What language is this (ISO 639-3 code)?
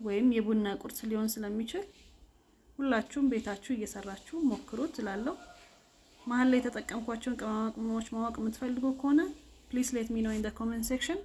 amh